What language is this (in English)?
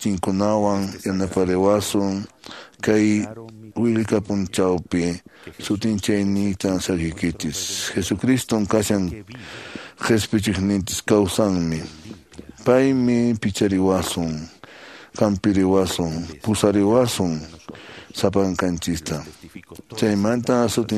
Quechua